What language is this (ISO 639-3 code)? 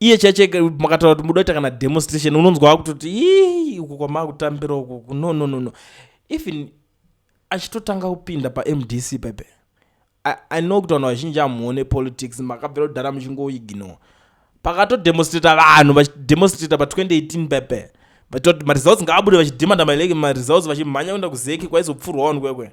sna